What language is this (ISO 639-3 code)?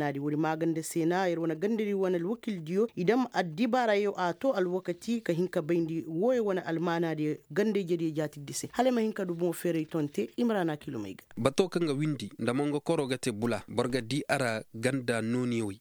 ses